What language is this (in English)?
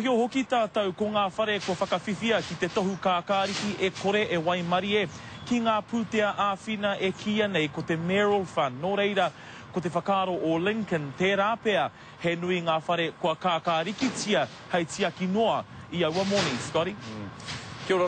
Māori